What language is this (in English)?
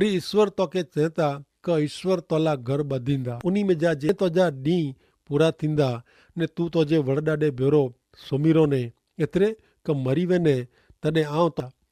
Kachhi